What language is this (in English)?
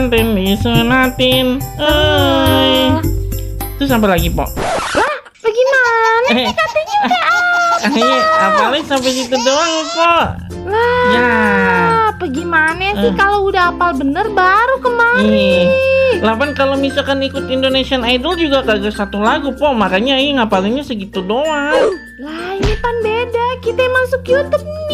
Betawi